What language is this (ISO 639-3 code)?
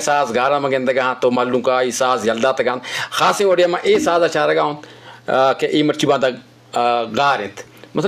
bgp